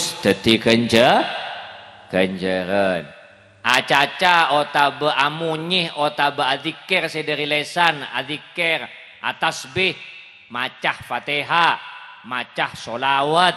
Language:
Madurese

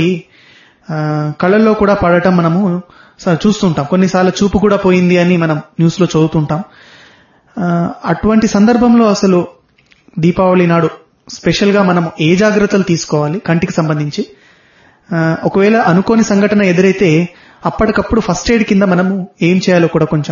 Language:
Telugu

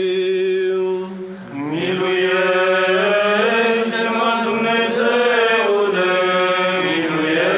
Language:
Romanian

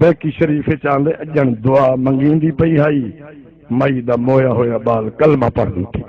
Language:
Saraiki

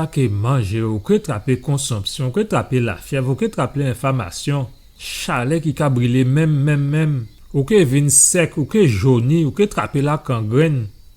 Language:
Guadeloupean Creole French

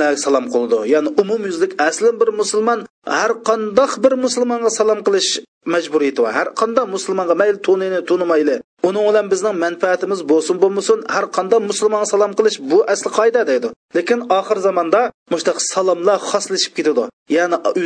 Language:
Uyghur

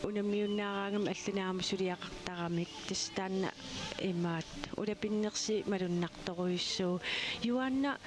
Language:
Kalaallisut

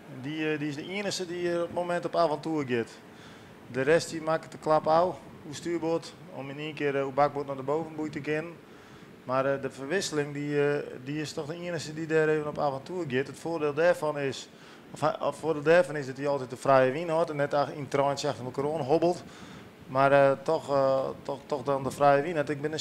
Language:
Western Frisian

